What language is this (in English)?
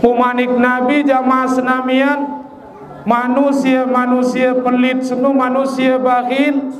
Sasak